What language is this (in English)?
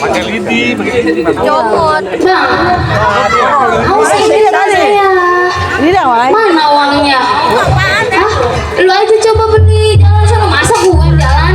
Betawi